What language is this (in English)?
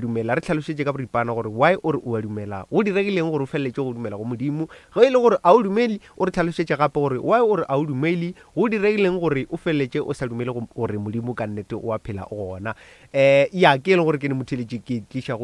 Northern Sotho